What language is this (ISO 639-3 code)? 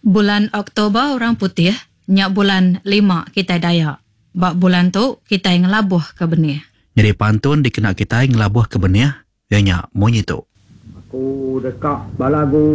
iba